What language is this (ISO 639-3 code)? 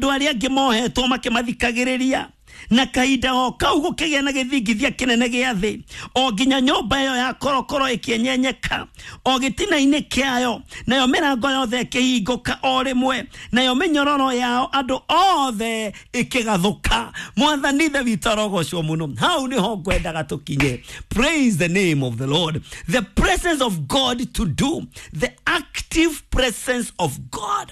kik